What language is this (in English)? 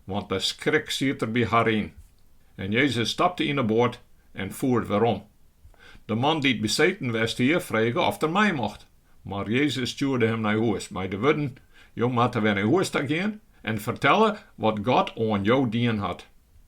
Western Frisian